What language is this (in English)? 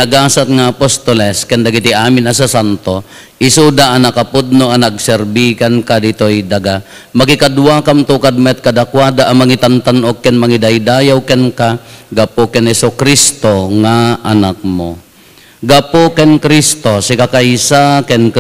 Iloko